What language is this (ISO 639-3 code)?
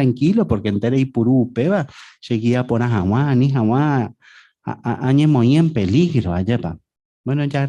grn